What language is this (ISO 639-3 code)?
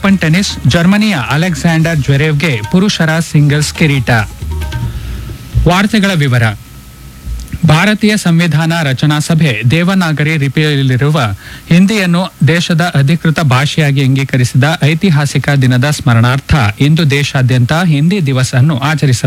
kan